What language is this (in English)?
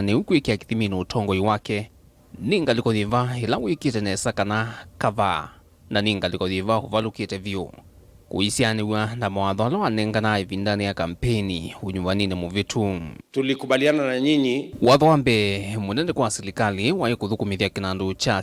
Kamba